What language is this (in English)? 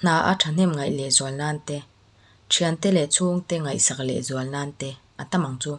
Mizo